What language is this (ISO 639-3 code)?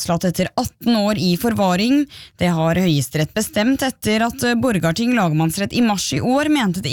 nor